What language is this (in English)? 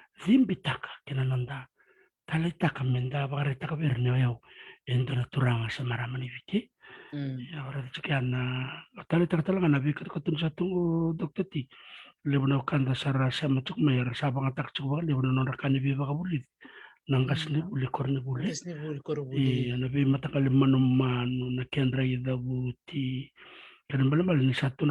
Fijian